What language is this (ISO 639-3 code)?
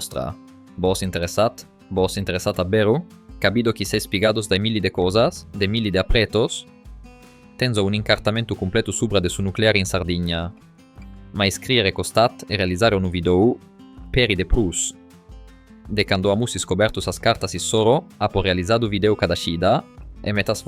srd